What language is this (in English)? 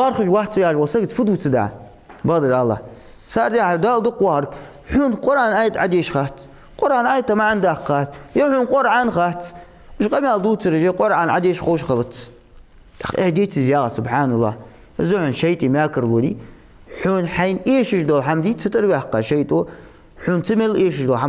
Ingush